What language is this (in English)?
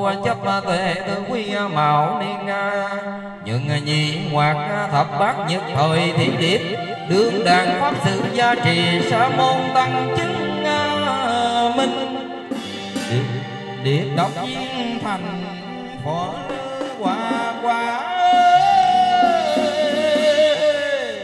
Vietnamese